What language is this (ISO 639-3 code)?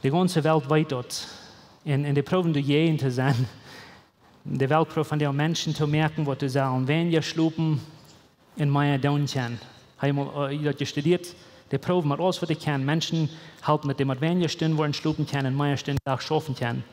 pdt